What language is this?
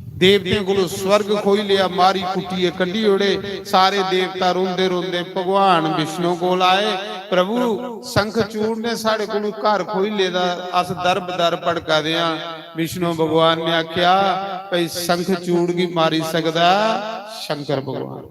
Dogri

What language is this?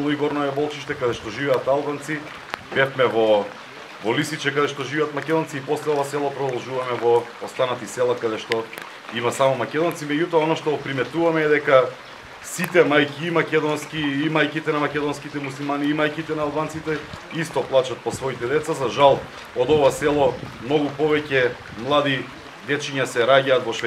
Macedonian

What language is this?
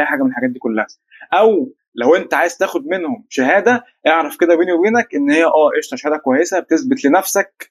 Egyptian Arabic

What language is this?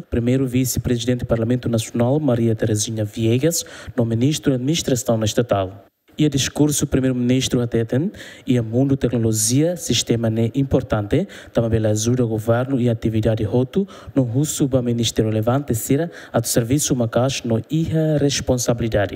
Tetum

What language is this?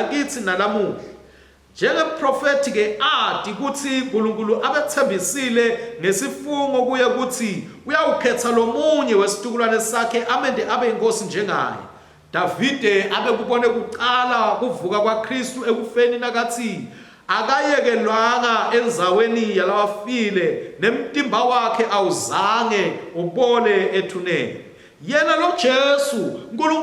Swati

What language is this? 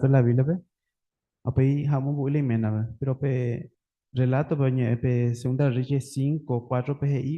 Guarani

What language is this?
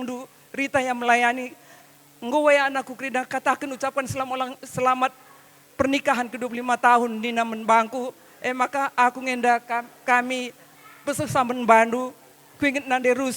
Batak Karo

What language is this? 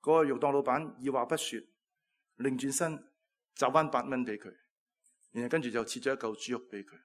Cantonese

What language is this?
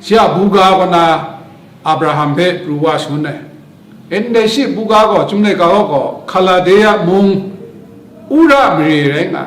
Kachin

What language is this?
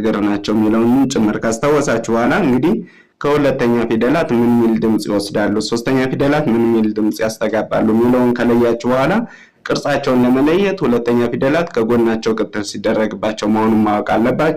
Amharic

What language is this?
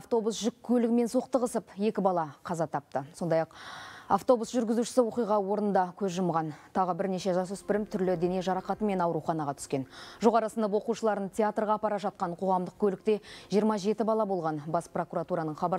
Kazakh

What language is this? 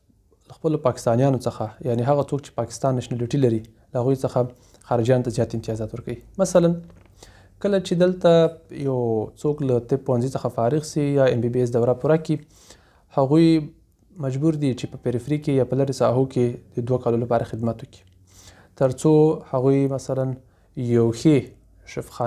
Pashto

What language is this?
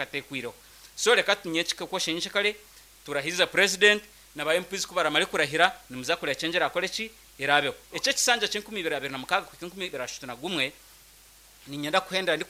Nyankole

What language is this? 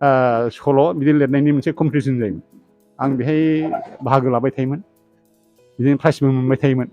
Bodo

